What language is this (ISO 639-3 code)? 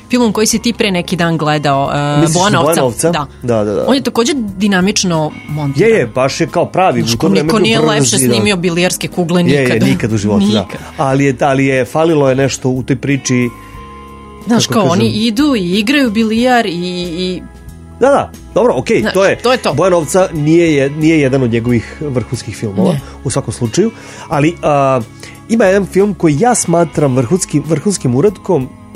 srp